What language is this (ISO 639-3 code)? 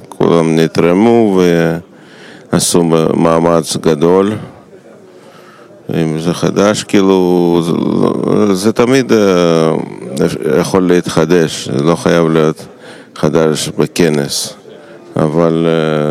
heb